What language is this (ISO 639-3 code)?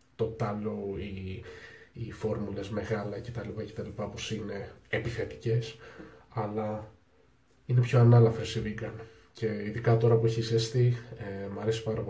ell